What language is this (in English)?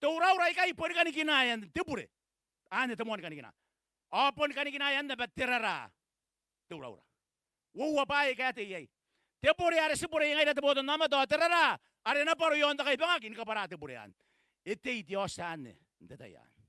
Gilbertese